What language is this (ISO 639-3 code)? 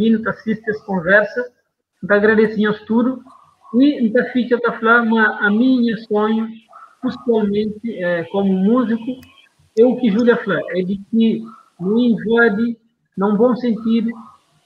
kea